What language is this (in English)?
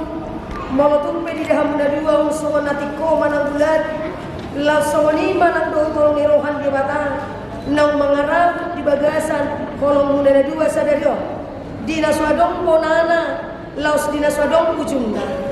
Batak Toba